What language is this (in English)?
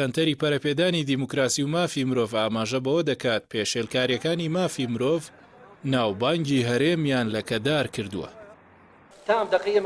Central Kurdish